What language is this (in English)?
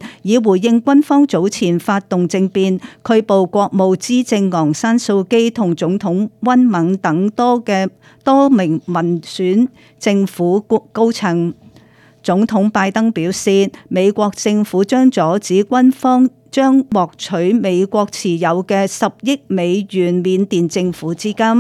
Cantonese